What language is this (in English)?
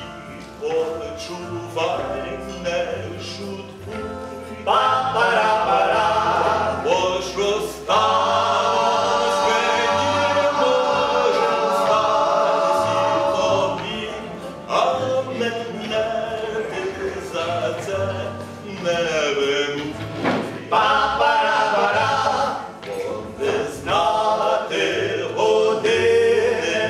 Ukrainian